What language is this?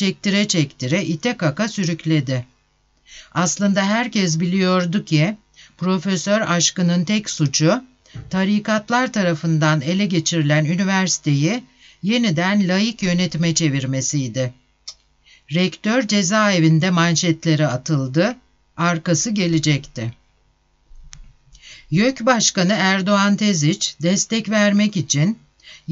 Turkish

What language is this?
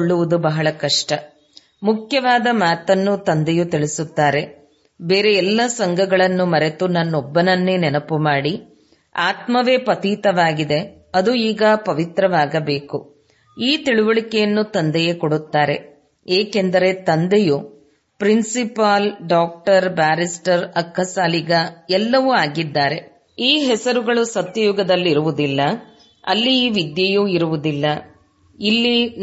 Kannada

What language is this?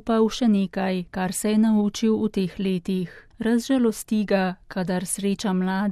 Slovenian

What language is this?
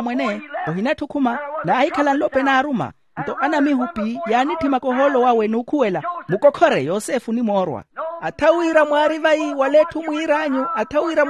Makhuwa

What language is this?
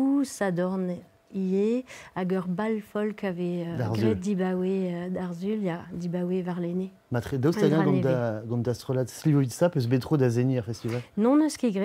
Breton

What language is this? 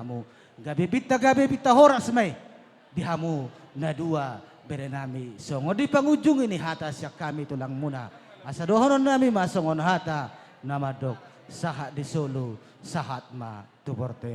Batak Toba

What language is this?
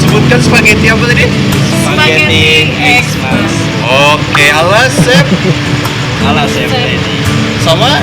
Banjar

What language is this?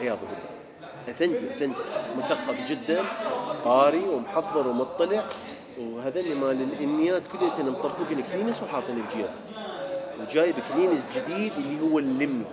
Mesopotamian Arabic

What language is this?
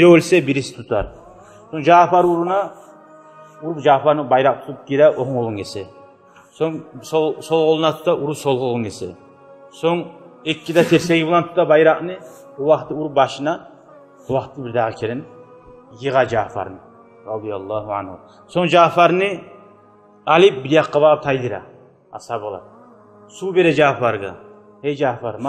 Kumyk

